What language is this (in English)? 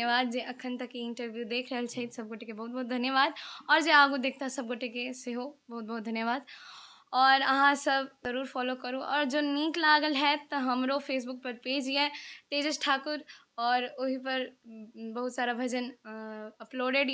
Maithili